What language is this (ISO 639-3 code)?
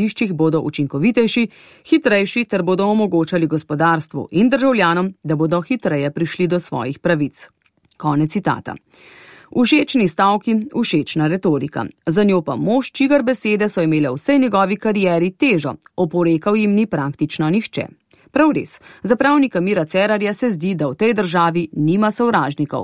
slv